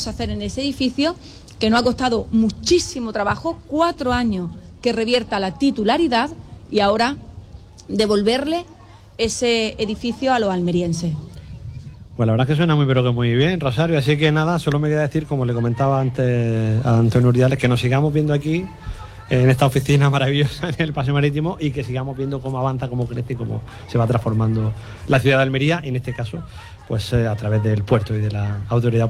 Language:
Spanish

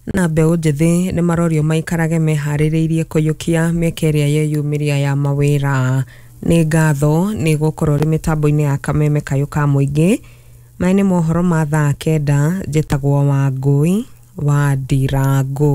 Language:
Kikuyu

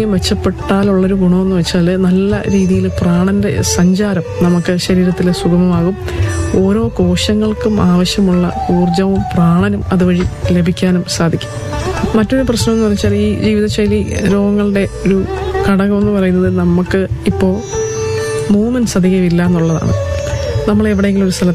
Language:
Malayalam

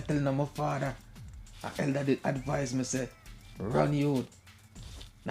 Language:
Jamaican Creole English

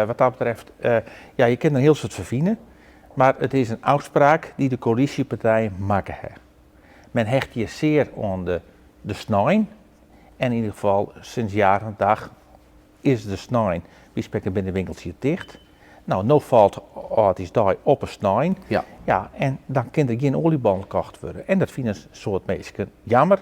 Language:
Western Frisian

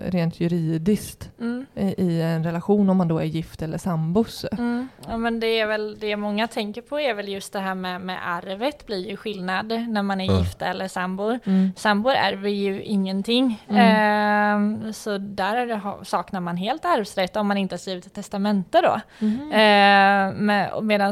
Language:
Swedish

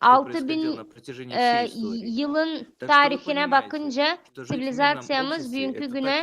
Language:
Gagauz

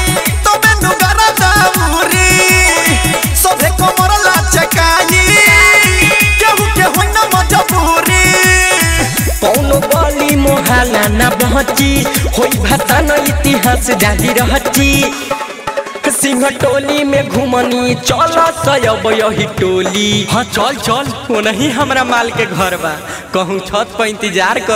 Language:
Bhojpuri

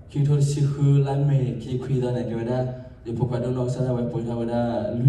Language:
S'gaw Karen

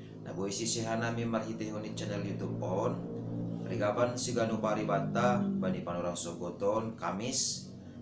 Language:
Batak Simalungun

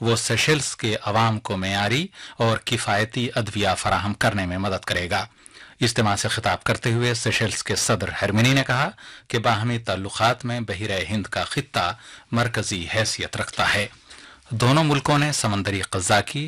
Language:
Urdu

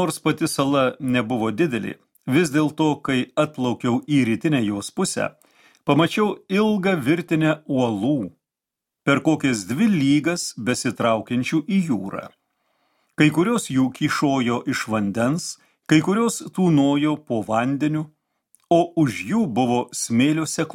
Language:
Lithuanian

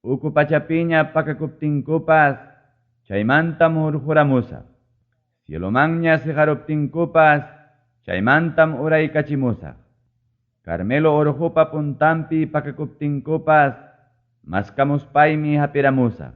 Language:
Ayacucho Quechua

